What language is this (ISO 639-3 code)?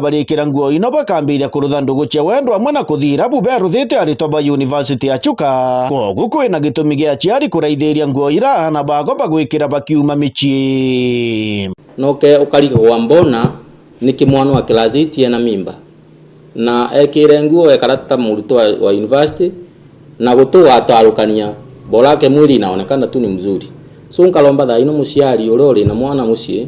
mer